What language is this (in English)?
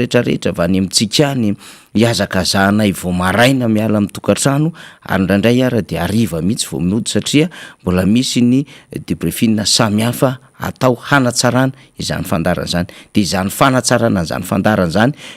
Malagasy